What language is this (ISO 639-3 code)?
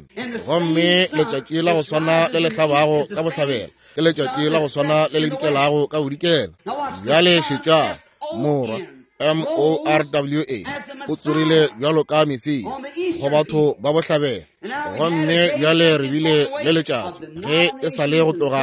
nso